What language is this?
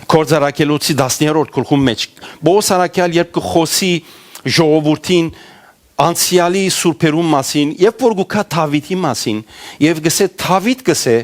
Western Armenian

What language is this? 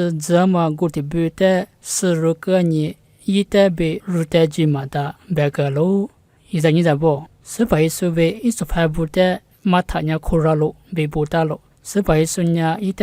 Lisu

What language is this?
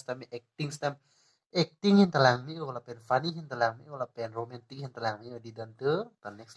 Karbi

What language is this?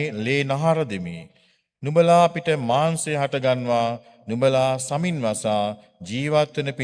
Sinhala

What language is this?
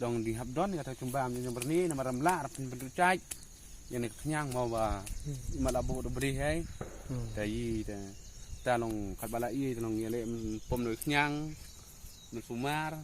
Khasi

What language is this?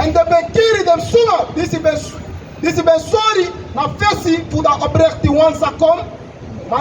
Sranan Tongo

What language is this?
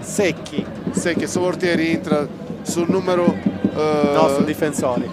Sardinian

